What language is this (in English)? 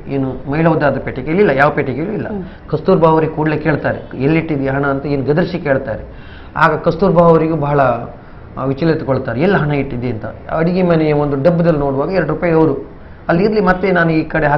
Kannada